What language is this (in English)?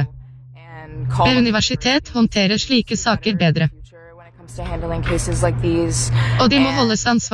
Norwegian